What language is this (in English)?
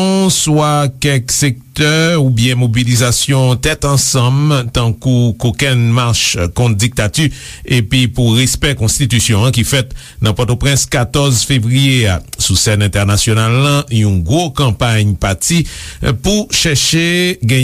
Haitian Creole